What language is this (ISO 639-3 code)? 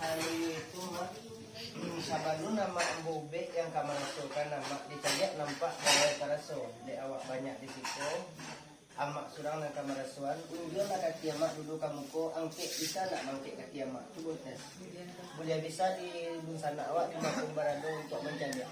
min